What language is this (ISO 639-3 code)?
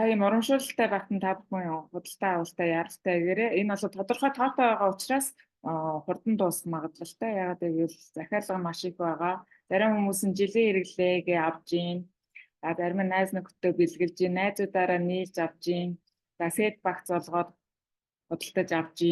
mon